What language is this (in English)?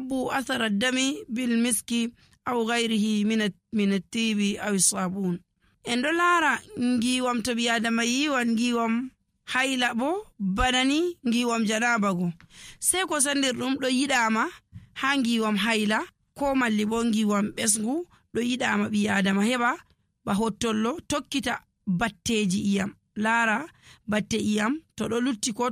Nigerian Fulfulde